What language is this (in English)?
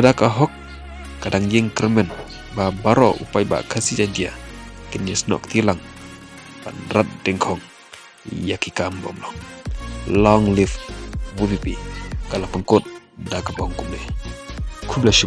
Khasi